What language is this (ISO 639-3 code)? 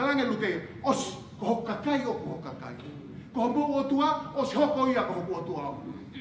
ton